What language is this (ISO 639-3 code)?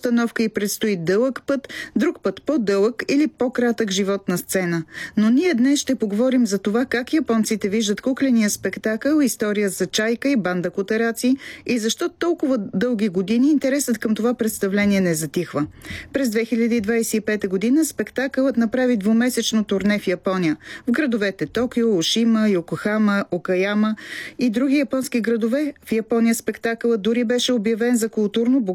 bul